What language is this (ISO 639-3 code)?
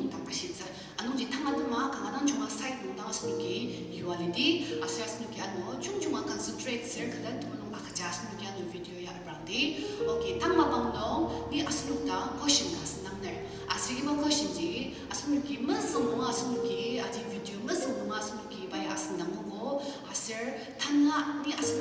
njo